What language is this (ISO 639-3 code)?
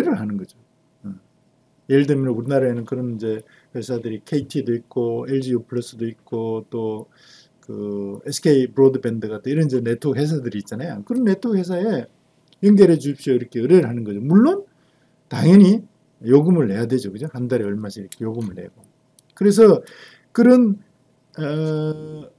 kor